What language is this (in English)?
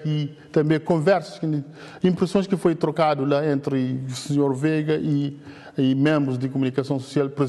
Kabuverdianu